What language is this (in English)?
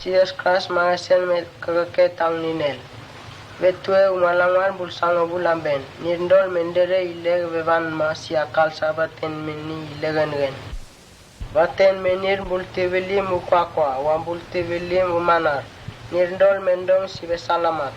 Mota